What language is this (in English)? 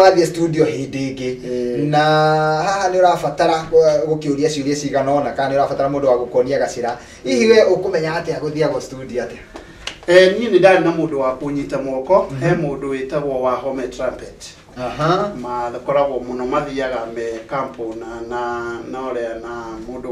Kikuyu